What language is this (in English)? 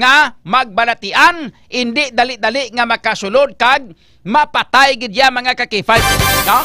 Hiligaynon